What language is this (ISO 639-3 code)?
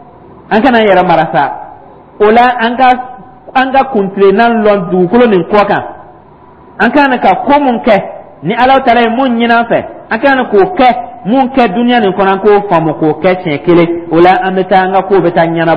dyu